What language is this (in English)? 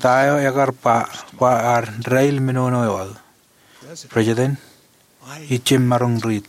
Marshallese